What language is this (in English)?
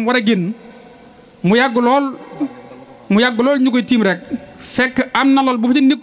Wolof